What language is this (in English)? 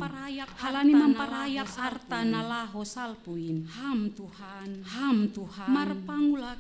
Batak Simalungun